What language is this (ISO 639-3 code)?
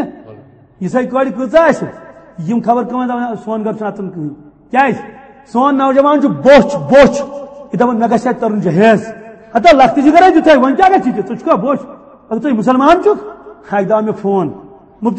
kas